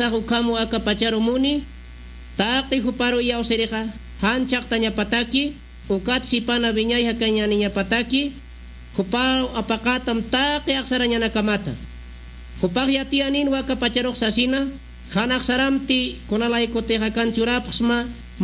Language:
Aymara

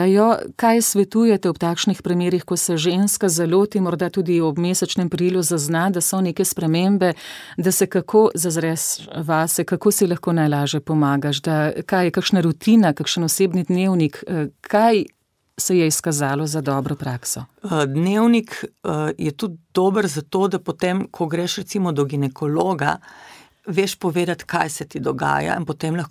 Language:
Slovenian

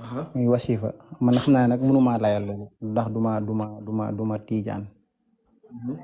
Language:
Wolof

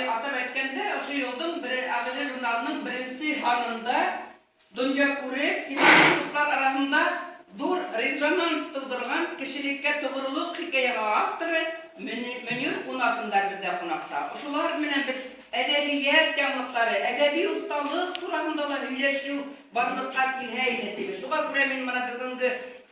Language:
Bashkir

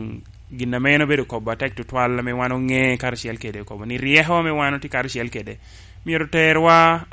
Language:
Lango (Uganda)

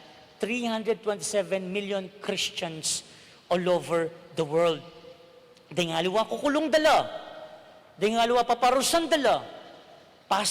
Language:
Pampanga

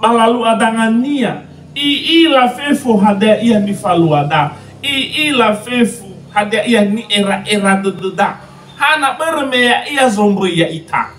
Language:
Nias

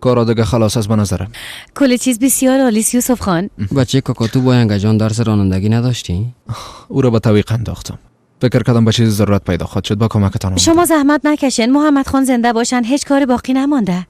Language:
Persian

